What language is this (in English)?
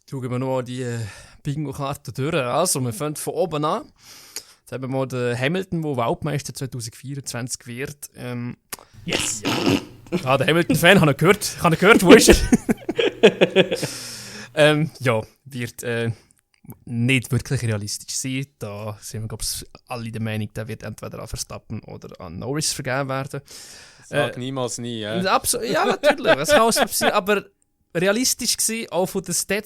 Swiss German